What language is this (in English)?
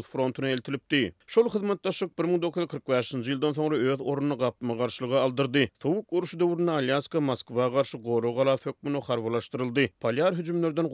Turkmen